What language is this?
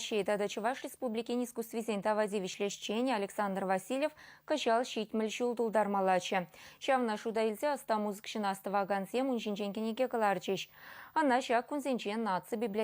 Chuvash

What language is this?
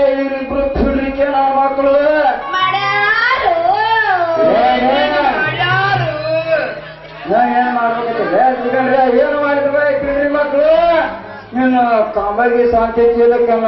Kannada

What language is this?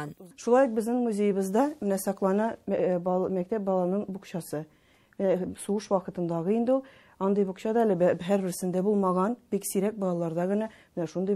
Tatar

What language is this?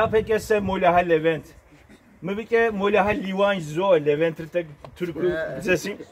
Kabardian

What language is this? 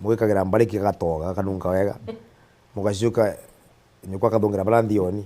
Meru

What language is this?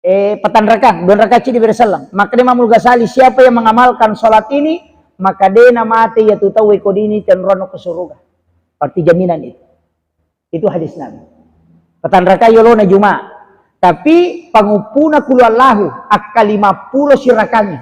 Buginese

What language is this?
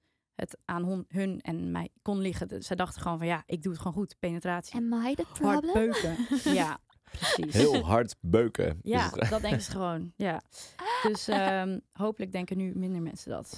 Dutch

